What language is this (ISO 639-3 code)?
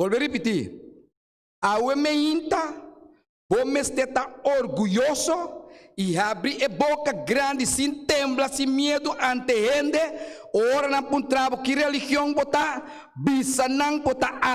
pap